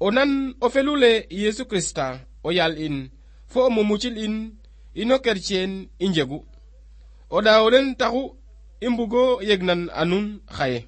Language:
Serer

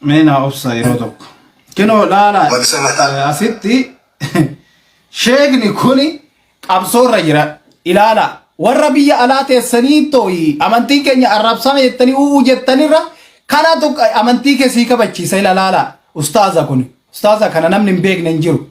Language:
Oromo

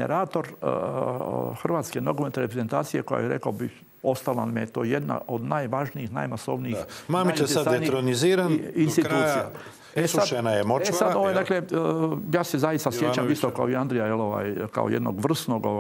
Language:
Croatian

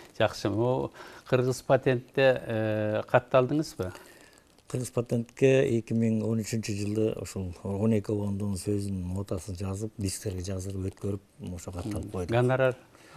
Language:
Kyrgyz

